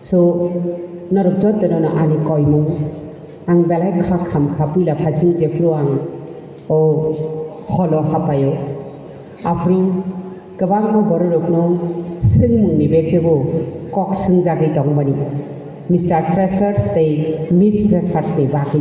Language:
Kok Borok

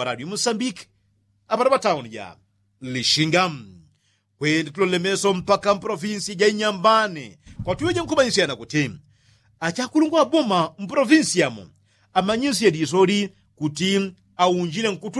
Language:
Yao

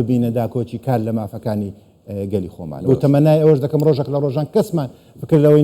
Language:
Central Kurdish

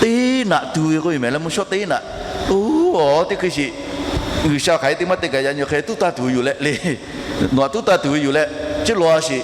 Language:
Lahu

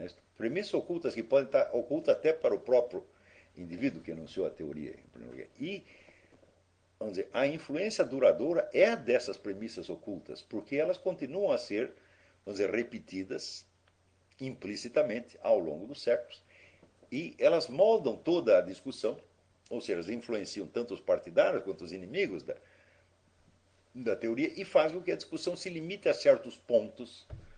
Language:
Portuguese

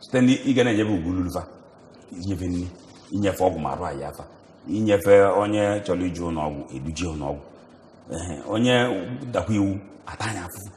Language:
Igbo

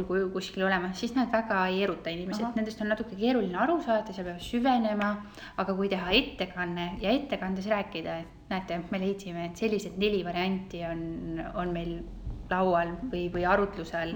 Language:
Estonian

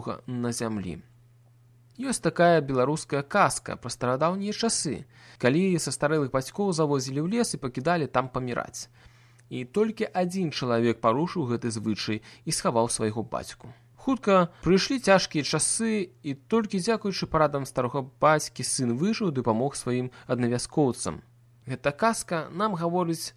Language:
Belarusian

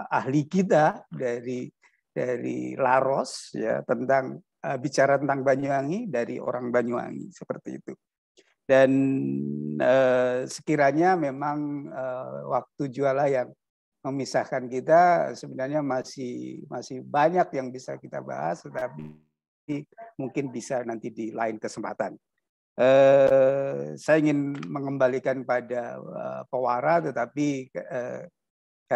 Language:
Indonesian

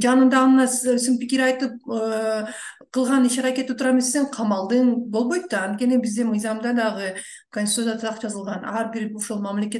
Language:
Kyrgyz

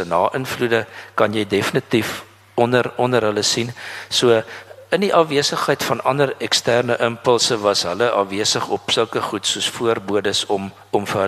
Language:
Afrikaans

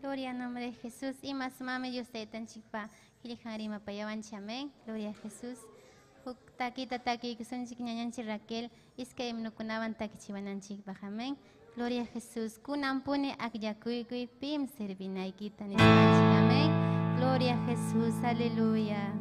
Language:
Ayacucho Quechua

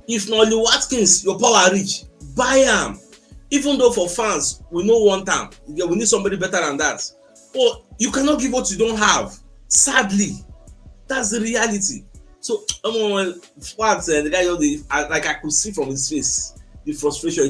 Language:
Nigerian Pidgin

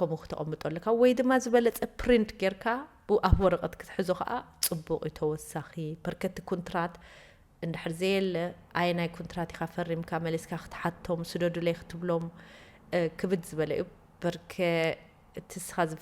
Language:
Tigrinya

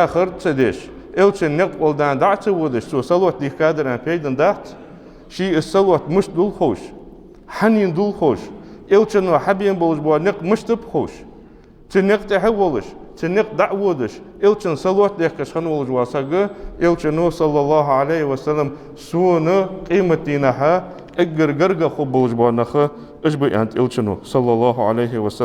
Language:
Ingush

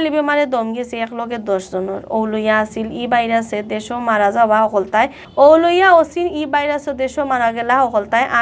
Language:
Sylheti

